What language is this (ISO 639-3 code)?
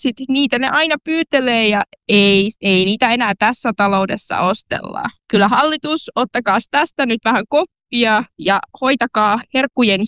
fin